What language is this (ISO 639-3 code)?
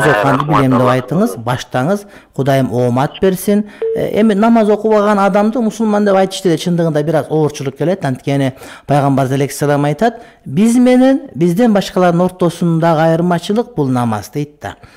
kir